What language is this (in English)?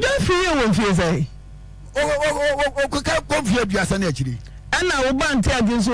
Akan